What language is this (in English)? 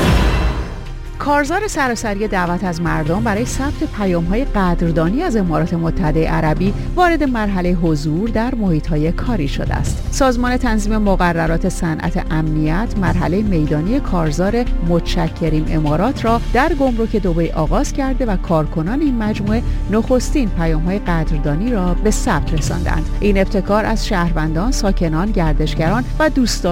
Persian